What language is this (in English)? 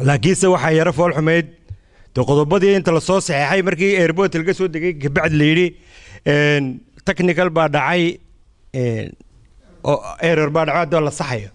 Somali